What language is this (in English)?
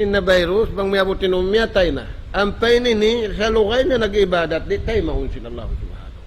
Tausug